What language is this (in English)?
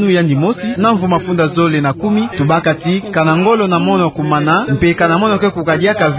Kituba (Democratic Republic of Congo)